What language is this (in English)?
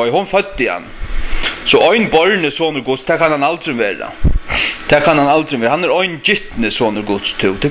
Faroese